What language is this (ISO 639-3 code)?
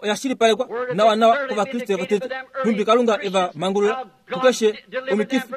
kua